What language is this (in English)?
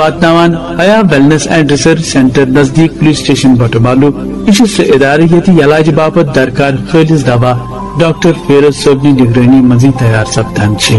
Kashmiri